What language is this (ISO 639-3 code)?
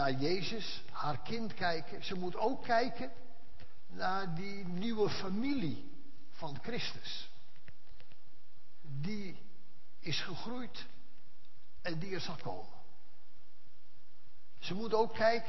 nld